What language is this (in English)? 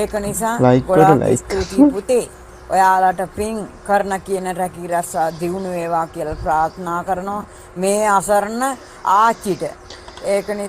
Sinhala